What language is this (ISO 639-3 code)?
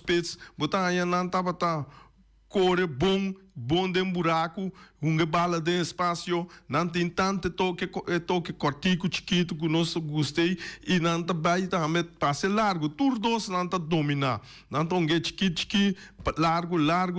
pap